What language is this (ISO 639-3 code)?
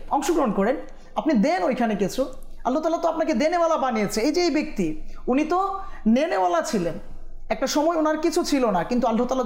ben